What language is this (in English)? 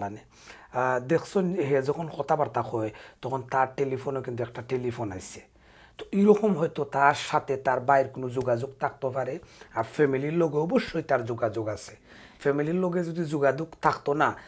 Sylheti